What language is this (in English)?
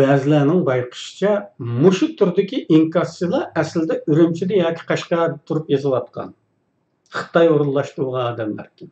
Uyghur